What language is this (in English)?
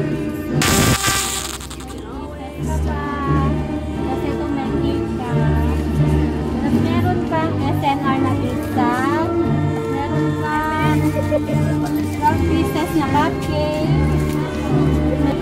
Filipino